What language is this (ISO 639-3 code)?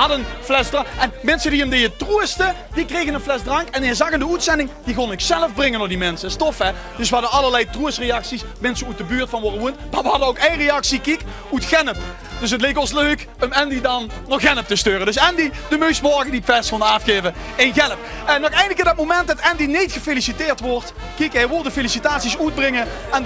lim